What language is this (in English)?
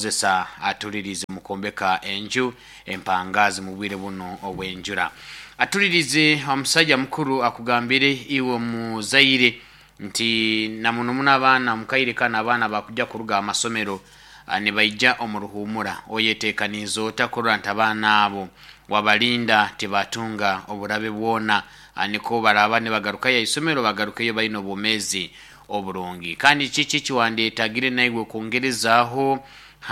Nyoro